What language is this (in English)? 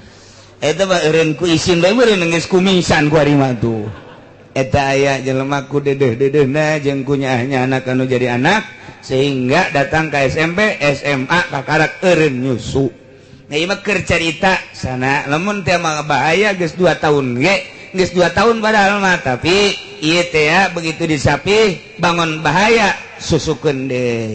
Sundanese